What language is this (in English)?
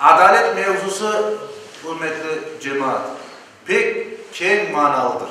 Crimean Tatar